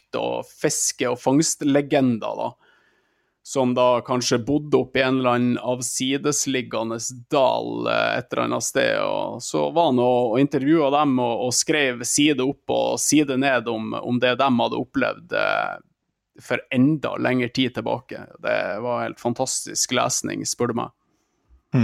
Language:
Norwegian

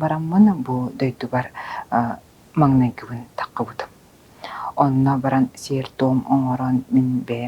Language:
Yakut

